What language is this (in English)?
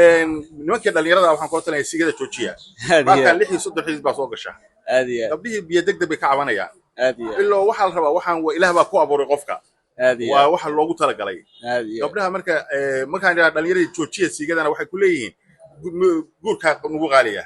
Somali